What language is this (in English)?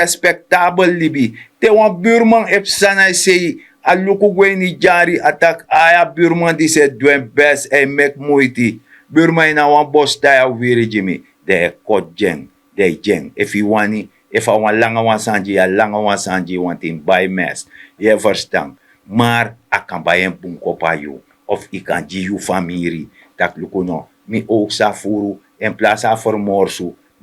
Sranan Tongo